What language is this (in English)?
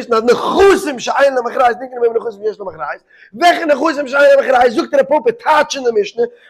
Yiddish